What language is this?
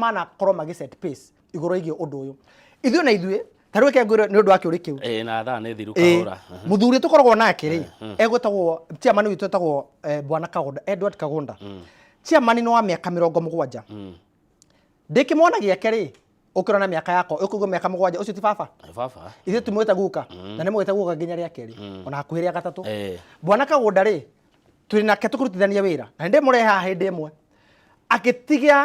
Kikuyu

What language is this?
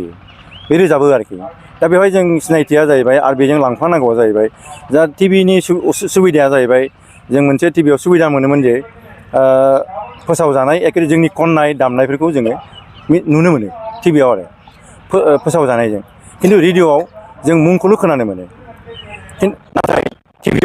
Bodo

